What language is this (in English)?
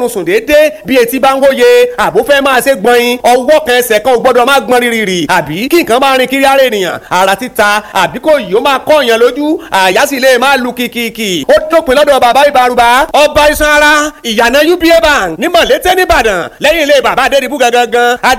Yoruba